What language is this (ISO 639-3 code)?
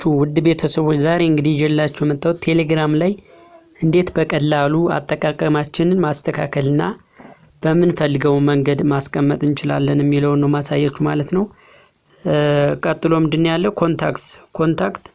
amh